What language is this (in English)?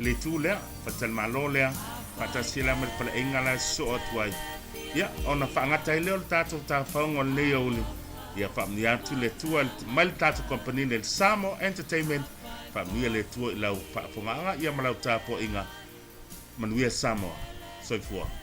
Samoan